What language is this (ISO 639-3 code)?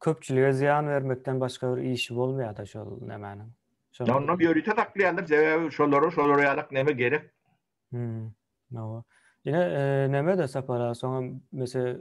tuk